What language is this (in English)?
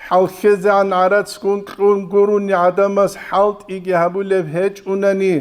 Avaric